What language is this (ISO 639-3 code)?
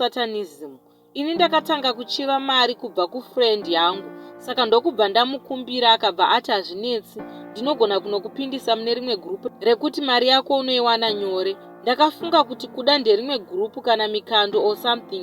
sna